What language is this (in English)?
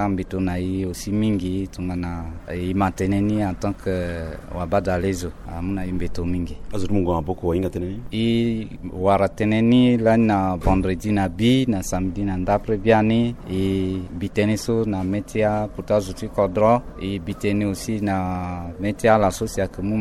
Sango